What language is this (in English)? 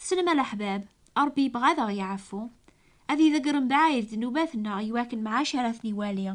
Kabyle